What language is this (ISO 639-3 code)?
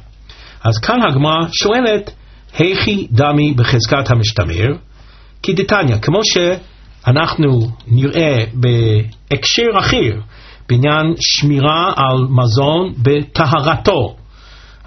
heb